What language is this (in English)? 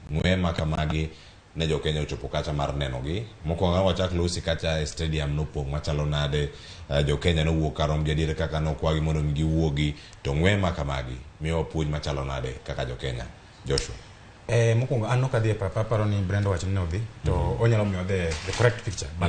Luo (Kenya and Tanzania)